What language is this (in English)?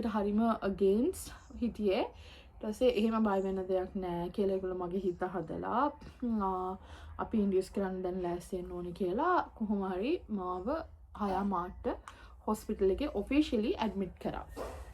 Sinhala